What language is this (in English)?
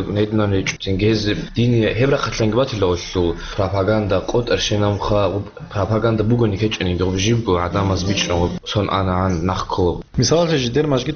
Avaric